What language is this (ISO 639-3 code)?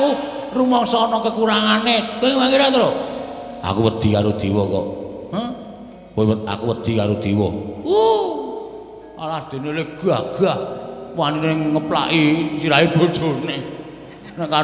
jav